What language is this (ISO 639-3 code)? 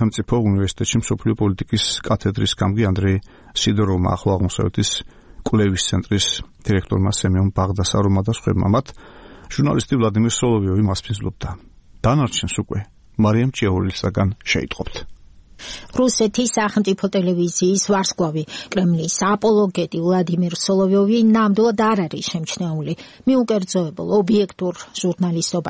kat